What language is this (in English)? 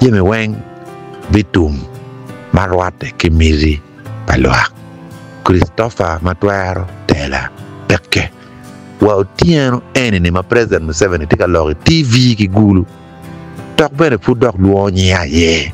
Acoli